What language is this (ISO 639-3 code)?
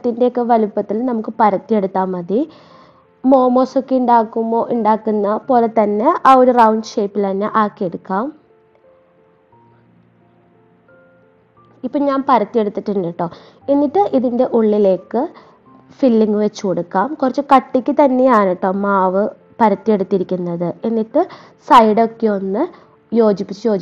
mal